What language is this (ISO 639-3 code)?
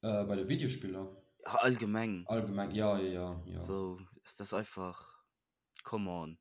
ltz